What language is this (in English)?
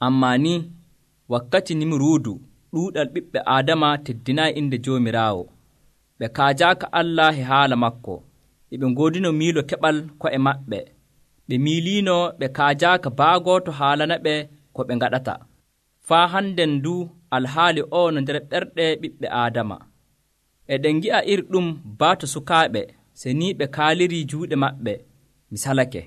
Nigerian Fulfulde